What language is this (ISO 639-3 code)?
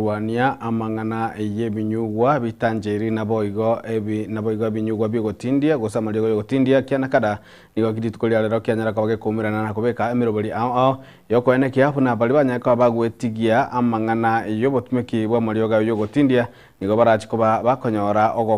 guz